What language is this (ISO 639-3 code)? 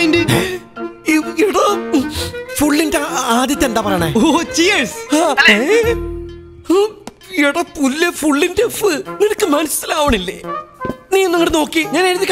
mal